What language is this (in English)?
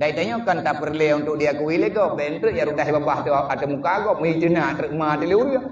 Achinese